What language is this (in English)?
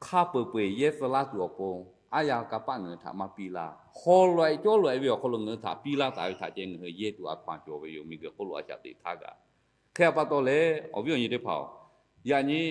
Lahu